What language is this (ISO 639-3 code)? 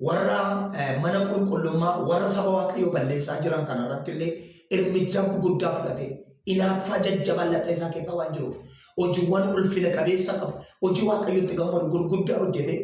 orm